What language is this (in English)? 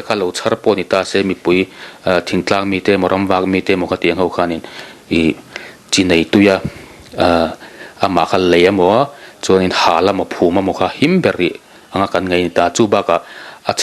Mizo